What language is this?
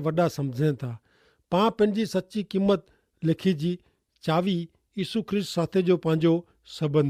Kachhi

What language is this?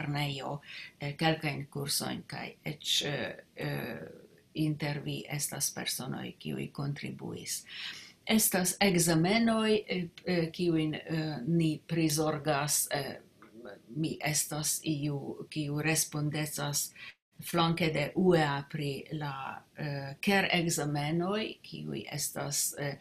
Esperanto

